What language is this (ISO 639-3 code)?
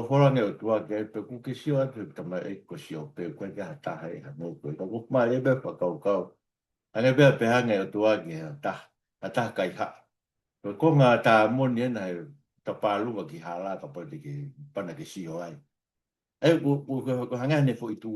ton